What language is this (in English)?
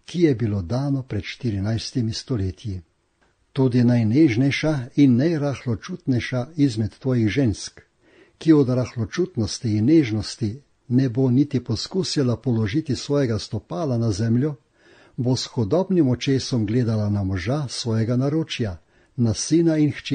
Slovenian